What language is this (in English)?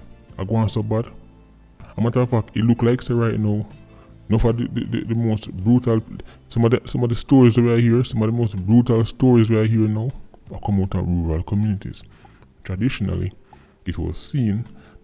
Jamaican Creole English